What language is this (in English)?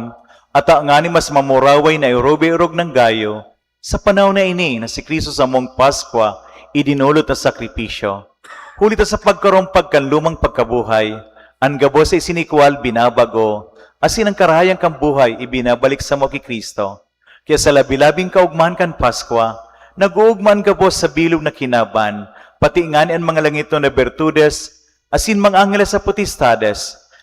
Bikol